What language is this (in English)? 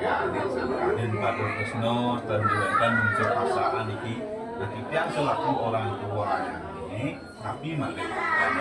Balinese